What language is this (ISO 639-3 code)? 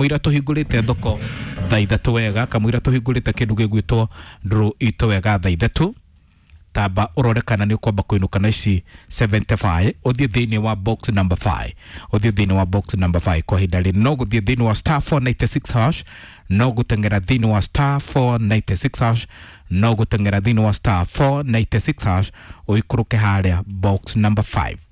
kik